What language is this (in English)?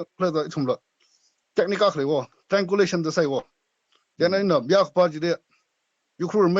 Tangkhul Naga (India)